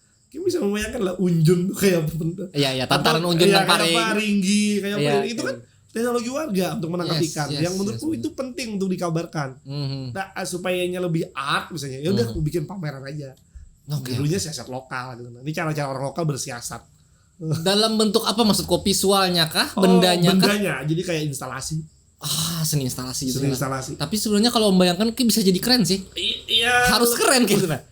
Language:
Banjar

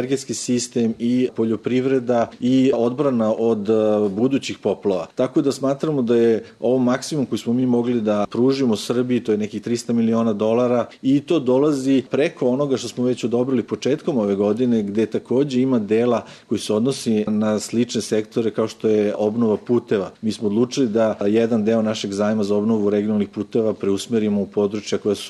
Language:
Serbian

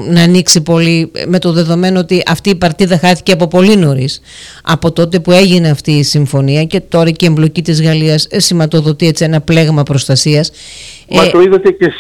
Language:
Greek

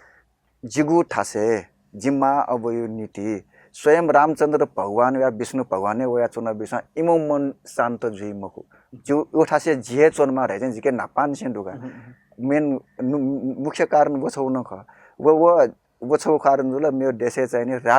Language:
Newari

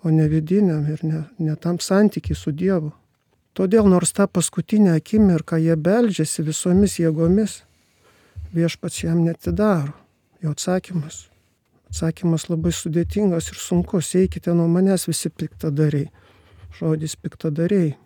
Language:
Lithuanian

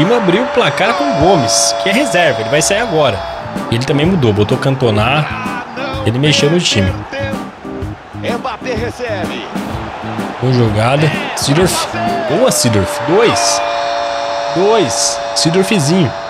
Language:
Portuguese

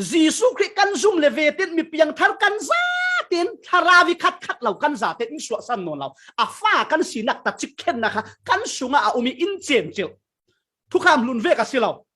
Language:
Falam Chin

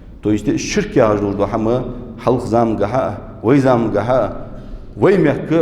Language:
Ingush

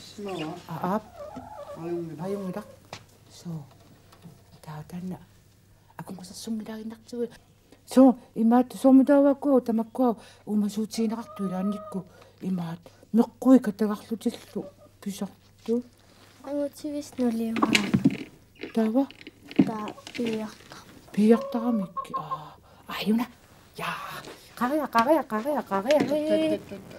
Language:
Kalaallisut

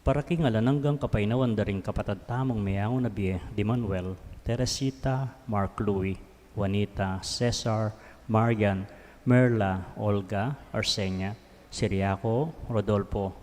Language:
Pampanga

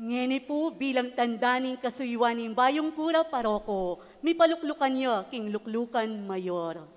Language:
Pampanga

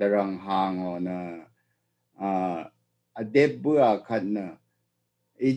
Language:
Rawang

